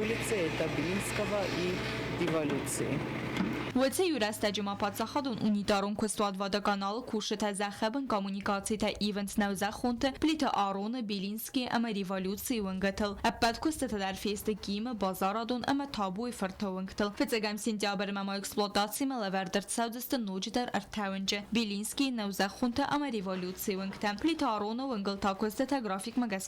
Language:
Ossetic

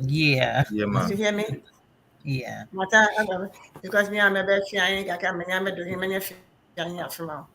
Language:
Ewe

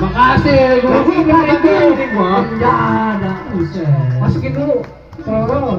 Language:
Betawi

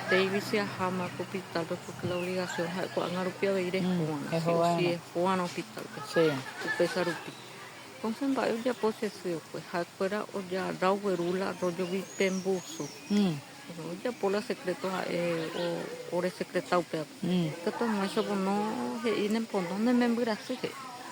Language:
Guarani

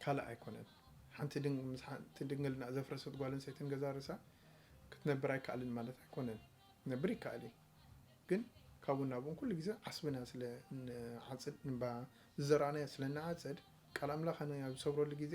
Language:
Tigrinya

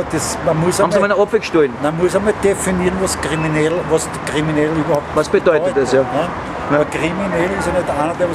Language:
Bavarian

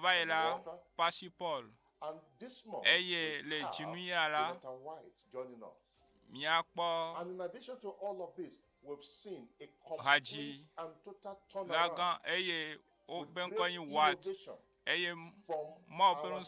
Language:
Ewe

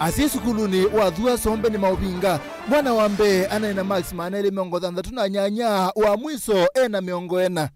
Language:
Kamba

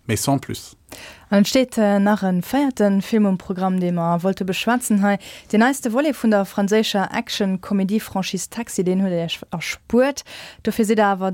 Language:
Luxembourgish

